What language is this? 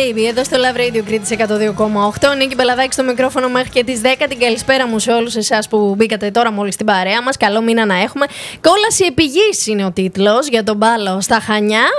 Greek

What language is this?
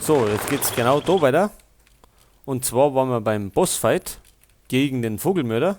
Bavarian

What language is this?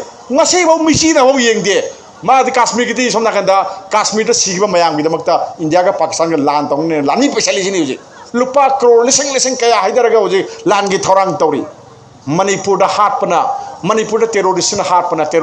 Manipuri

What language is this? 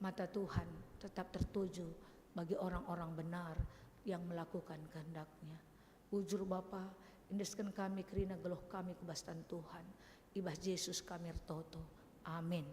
Batak Karo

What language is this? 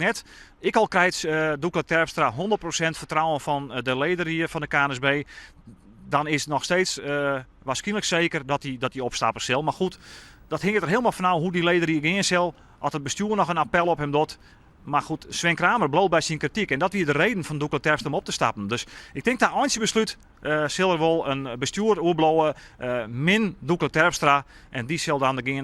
Western Frisian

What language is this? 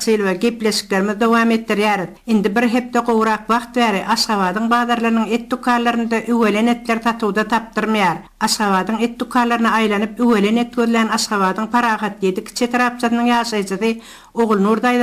Turkmen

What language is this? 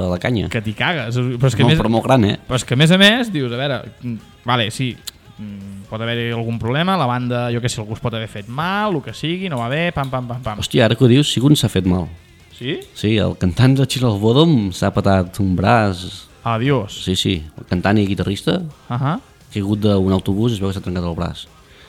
Catalan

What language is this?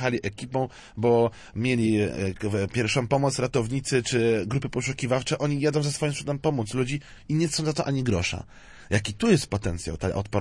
Polish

